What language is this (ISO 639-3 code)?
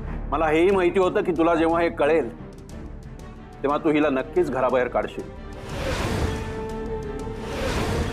mar